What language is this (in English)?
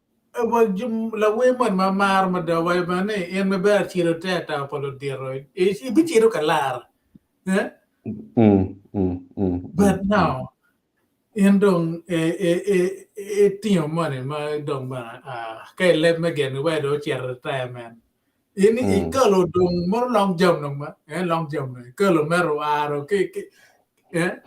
Acoli